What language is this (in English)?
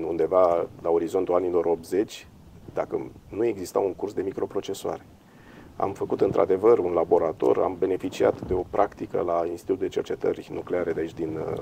Romanian